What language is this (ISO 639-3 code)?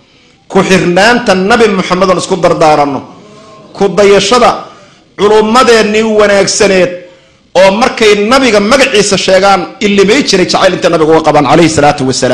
som